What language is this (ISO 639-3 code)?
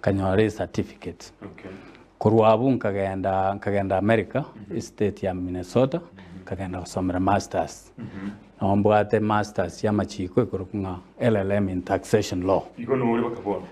guz